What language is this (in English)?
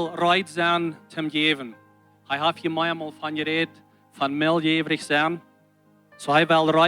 Plautdietsch